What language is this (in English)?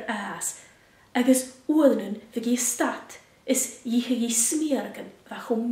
Scottish Gaelic